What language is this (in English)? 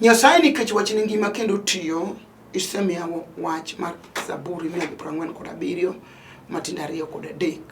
Luo (Kenya and Tanzania)